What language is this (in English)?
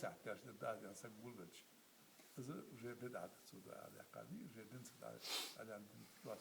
Ingush